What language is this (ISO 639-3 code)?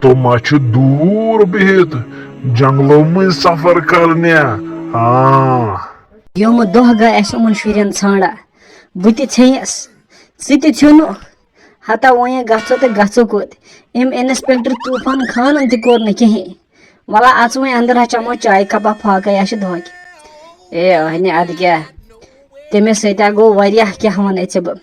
kas